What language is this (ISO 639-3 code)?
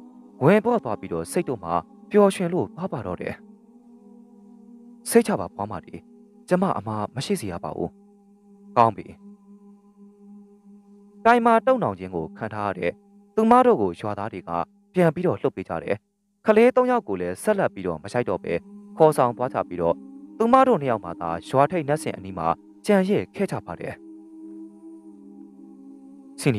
mya